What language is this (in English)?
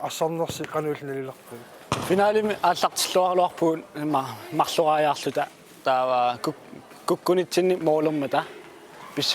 Kalaallisut